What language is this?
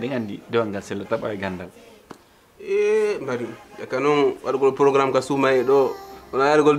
Pular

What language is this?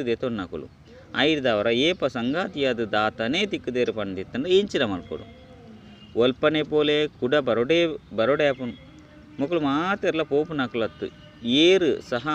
Tulu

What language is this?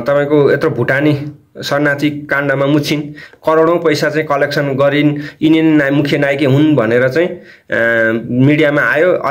Nepali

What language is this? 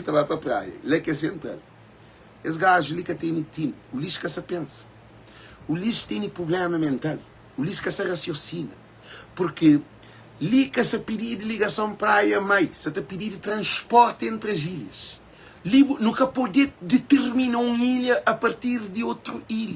Kabuverdianu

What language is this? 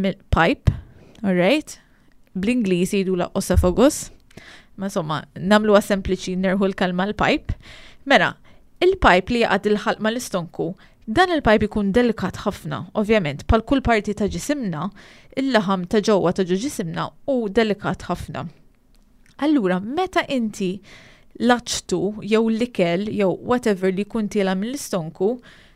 Maltese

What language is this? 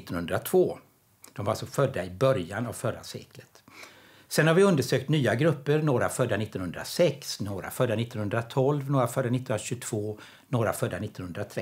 Swedish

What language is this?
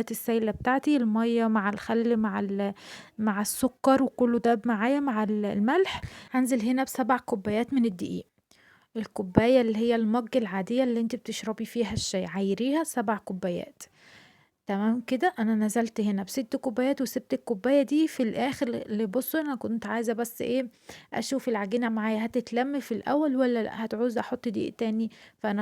Egyptian Arabic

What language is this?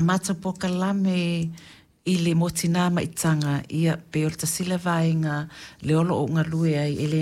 Samoan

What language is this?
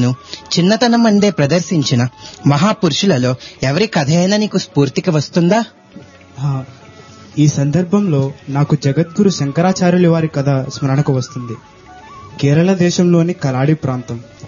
Telugu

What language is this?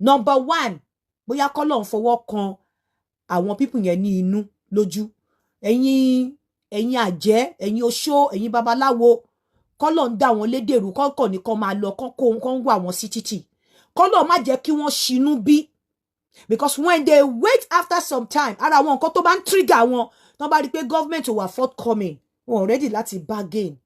Yoruba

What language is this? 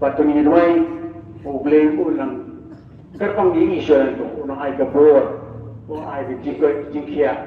Khasi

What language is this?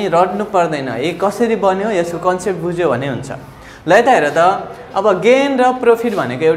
Nepali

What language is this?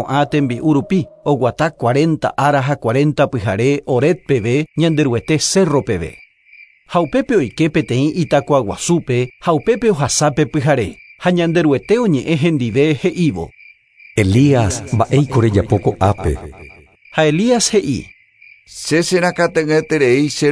Guarani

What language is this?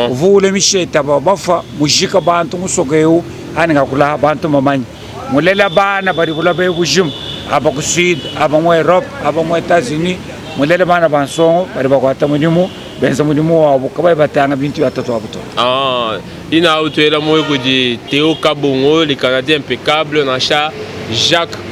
Luba-Lulua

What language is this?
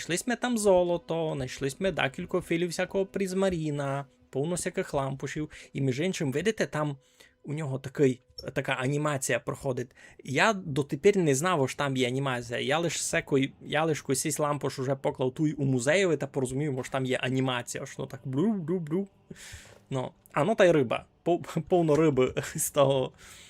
Rusyn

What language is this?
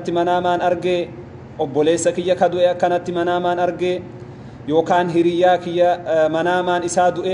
Oromo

